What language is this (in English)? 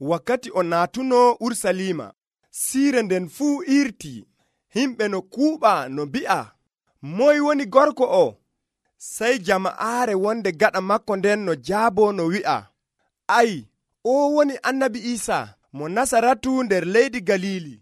Nigerian Fulfulde